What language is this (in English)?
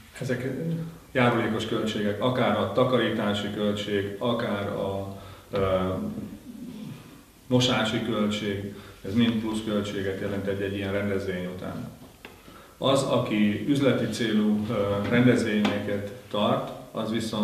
Hungarian